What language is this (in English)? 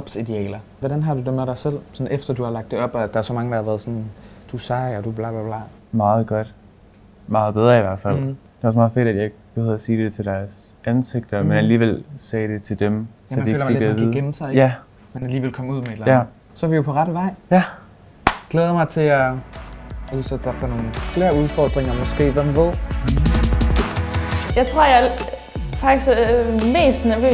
Danish